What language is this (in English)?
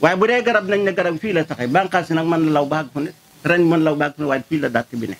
Wolof